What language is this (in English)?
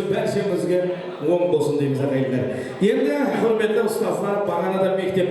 Kara-Kalpak